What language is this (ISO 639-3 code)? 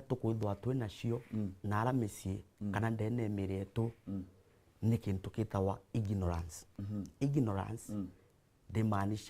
mer